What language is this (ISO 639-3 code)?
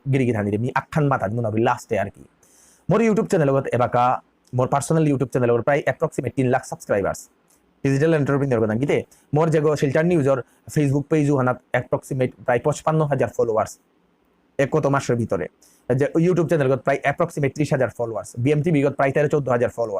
bpy